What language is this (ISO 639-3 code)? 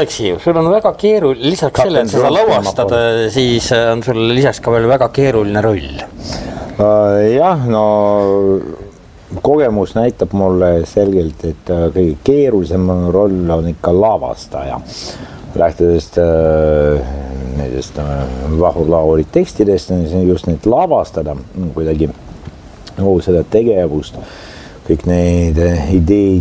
est